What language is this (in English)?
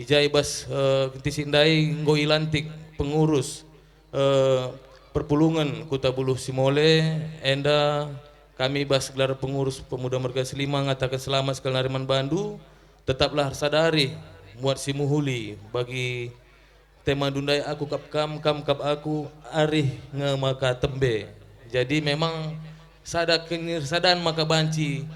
Batak Karo